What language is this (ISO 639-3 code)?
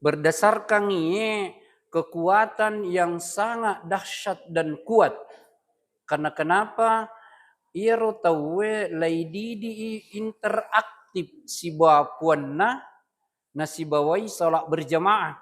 bug